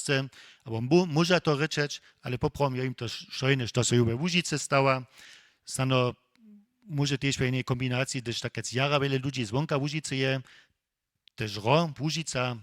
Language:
Upper Sorbian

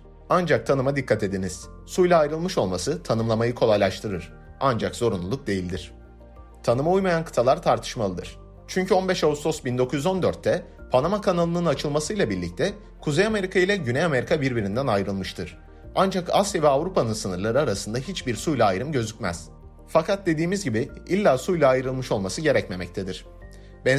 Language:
Turkish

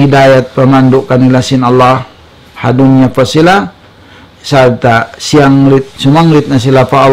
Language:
Tausug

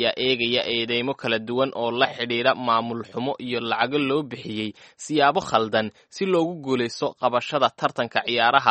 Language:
Somali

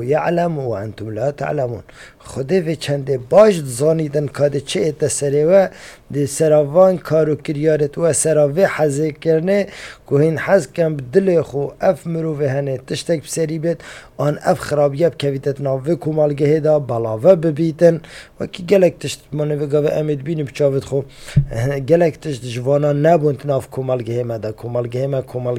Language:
Kurdish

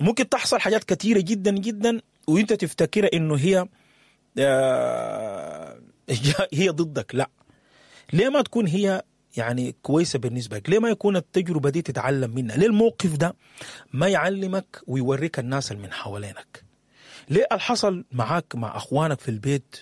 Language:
Sudanese Arabic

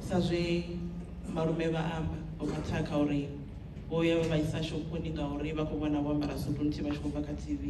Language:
Venda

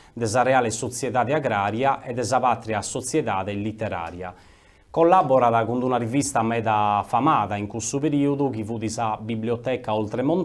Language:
Sardinian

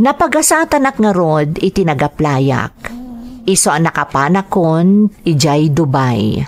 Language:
Iloko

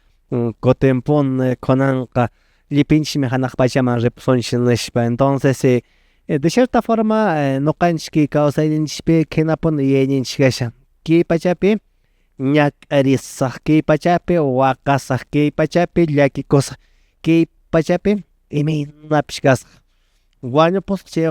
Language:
Quechua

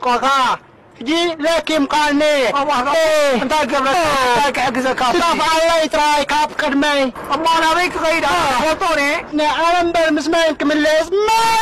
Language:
Tigrinya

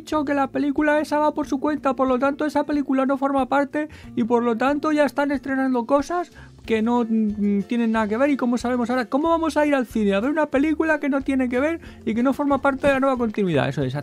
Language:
Spanish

